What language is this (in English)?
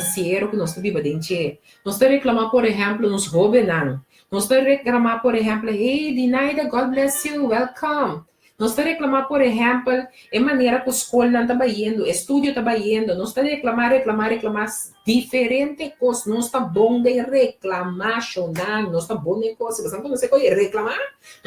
Papiamento